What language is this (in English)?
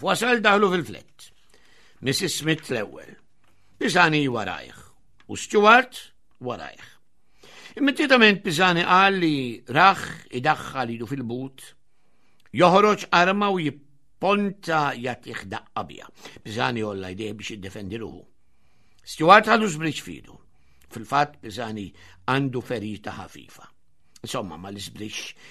Maltese